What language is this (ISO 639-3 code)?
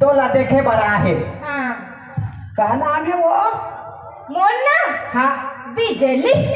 hne